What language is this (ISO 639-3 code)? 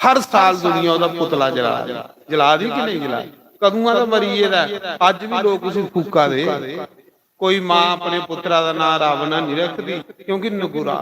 doi